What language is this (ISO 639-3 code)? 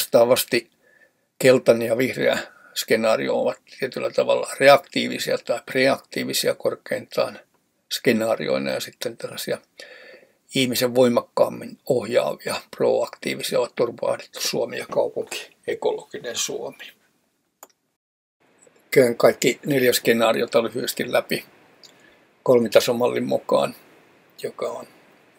fin